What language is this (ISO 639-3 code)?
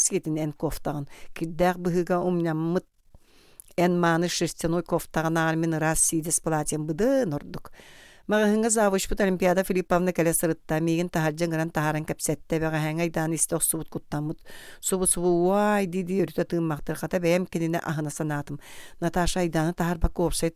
sah